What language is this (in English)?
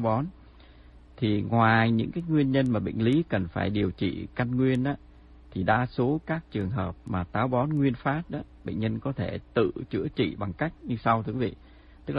Vietnamese